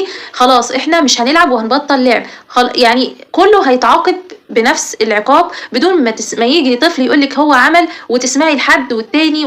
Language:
Egyptian Arabic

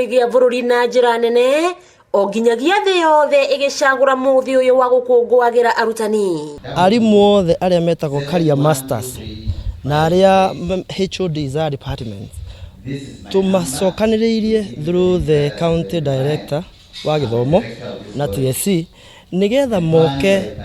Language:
Kikuyu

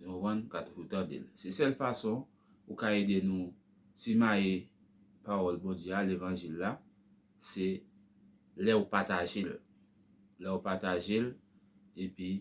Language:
Haitian Creole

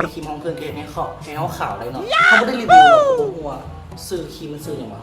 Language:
Lao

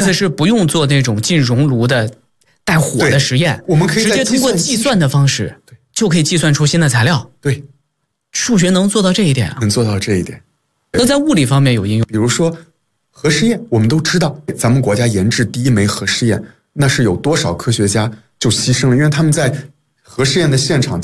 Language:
Chinese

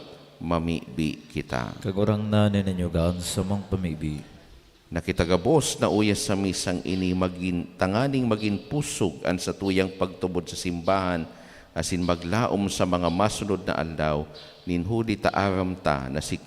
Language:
Bikol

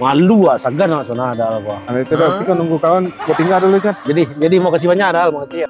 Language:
Minangkabau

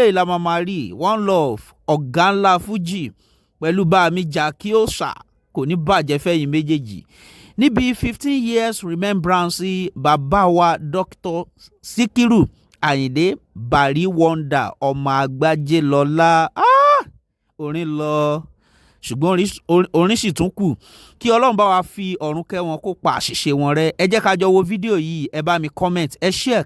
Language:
Yoruba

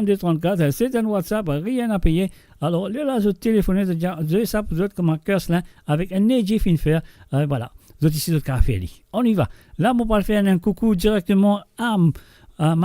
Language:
Morisyen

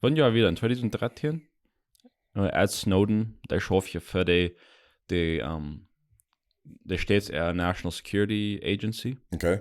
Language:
Plautdietsch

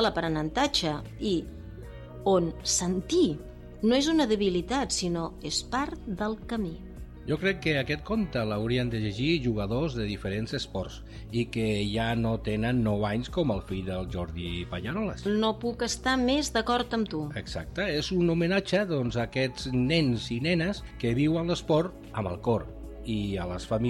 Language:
Catalan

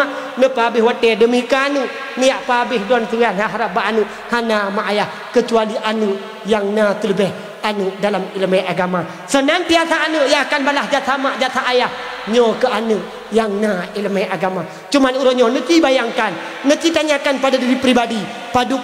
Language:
Achinese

